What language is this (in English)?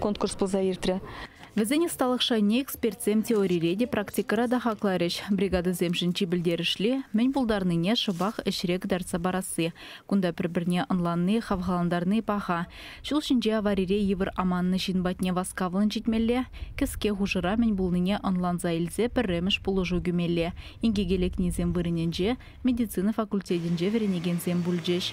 Chuvash